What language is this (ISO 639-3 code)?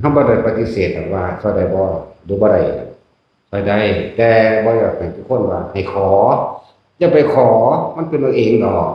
tts